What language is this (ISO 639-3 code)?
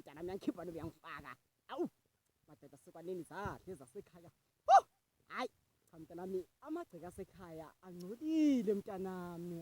zul